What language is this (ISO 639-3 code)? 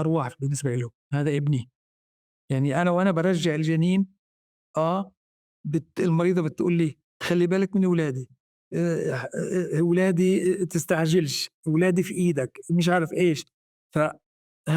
apc